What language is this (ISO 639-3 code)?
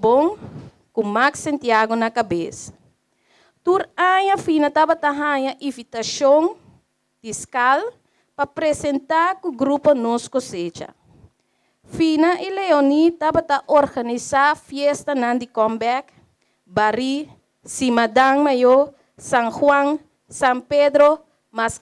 pap